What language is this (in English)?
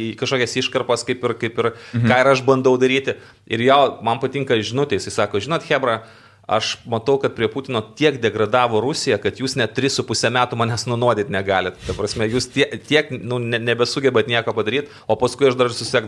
Lithuanian